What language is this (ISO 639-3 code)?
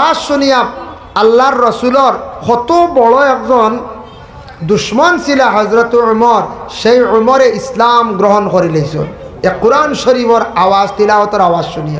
syl